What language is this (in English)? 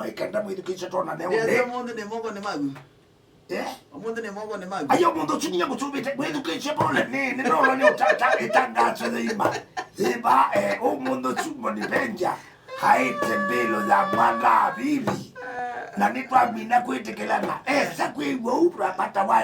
Kamba